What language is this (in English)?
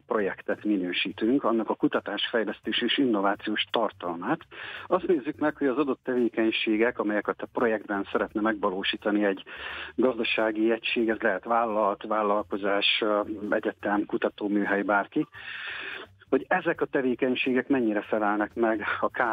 Hungarian